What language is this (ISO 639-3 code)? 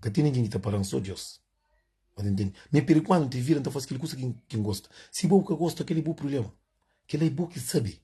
kea